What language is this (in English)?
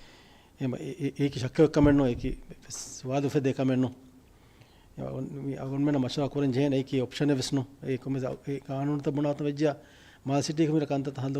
Divehi